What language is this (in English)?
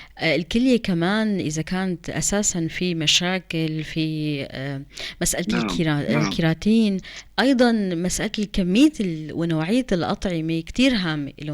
North Levantine Arabic